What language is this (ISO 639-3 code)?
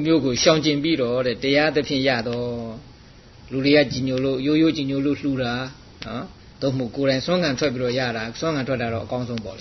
mya